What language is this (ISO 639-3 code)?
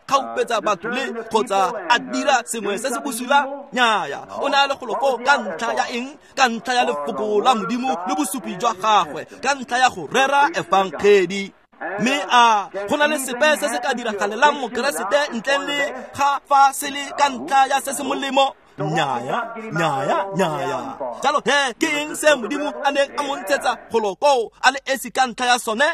tsn